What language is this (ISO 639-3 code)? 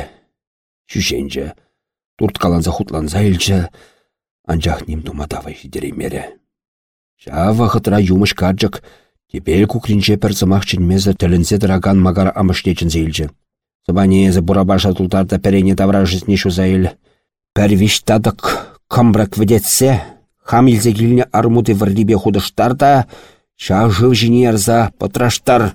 chv